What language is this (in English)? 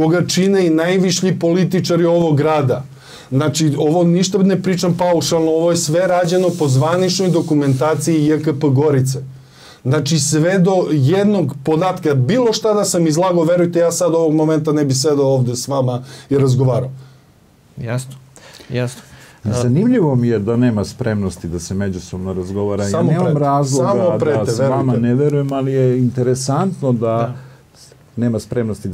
Serbian